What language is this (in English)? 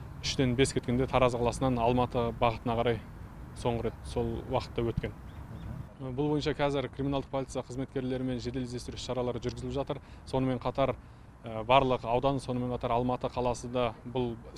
Kazakh